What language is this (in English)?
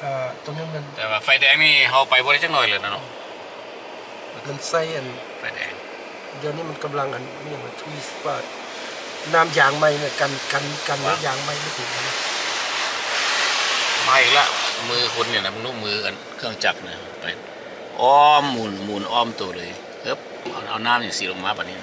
Lao